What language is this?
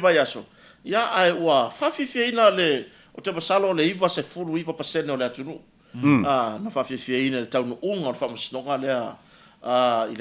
Samoan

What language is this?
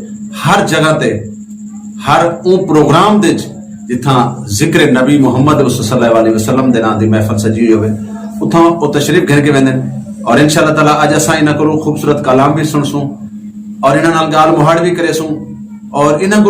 Saraiki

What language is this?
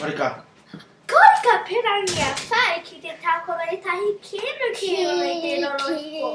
Māori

